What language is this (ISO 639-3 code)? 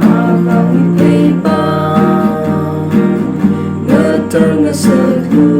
nmf